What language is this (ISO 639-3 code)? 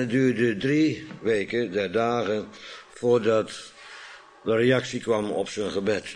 nld